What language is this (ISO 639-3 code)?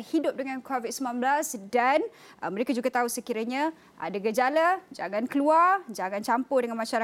msa